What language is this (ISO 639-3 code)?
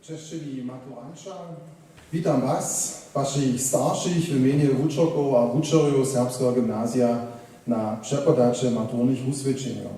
hsb